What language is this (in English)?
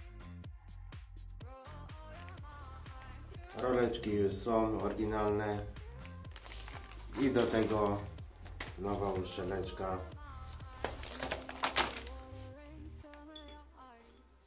Polish